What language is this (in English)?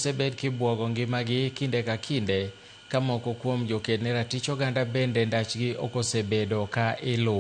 Luo (Kenya and Tanzania)